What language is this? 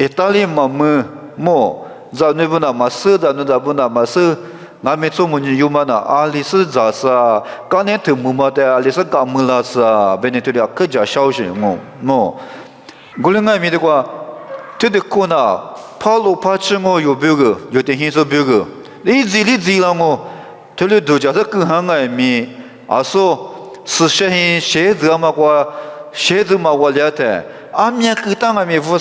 Lisu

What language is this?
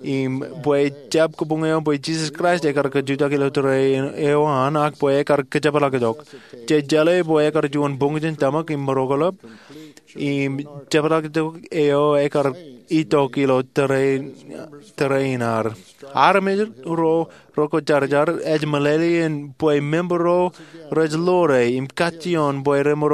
Marshallese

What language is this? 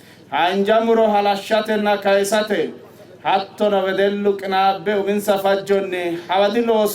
Sidamo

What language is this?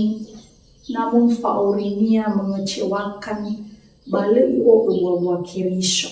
Nias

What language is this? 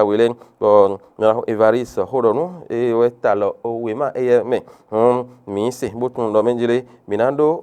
Fon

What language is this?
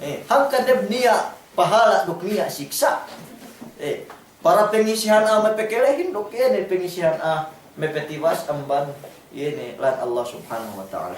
Yakan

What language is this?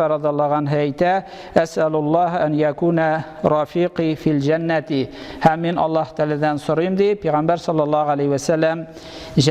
Tatar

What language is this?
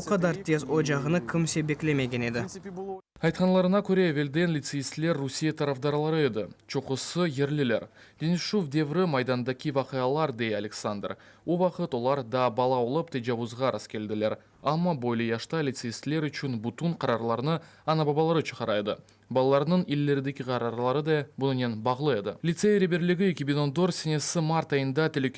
Crimean Tatar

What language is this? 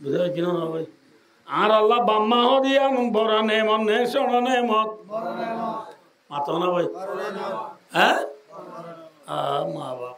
Rohingya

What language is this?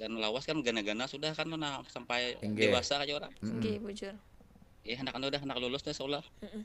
Banjar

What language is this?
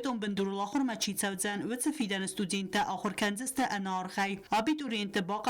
Ossetic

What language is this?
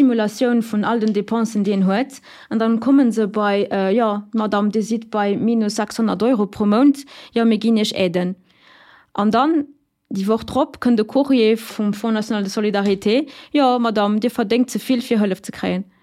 Luxembourgish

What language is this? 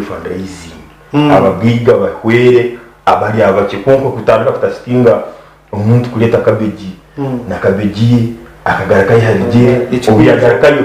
Nyankole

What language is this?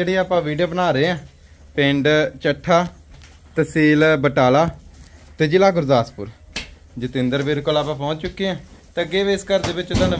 Punjabi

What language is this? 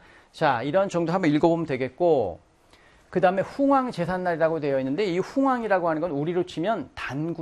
Korean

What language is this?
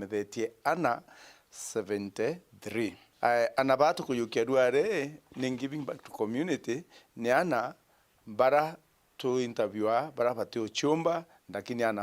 Meru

